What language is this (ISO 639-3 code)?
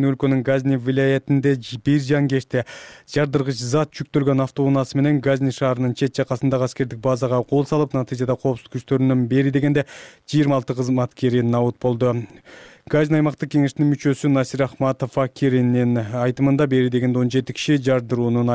kir